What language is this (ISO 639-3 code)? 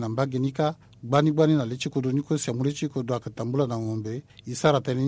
sag